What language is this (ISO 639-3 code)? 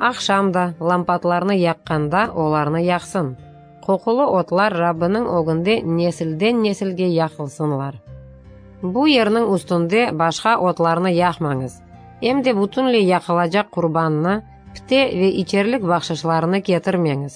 crh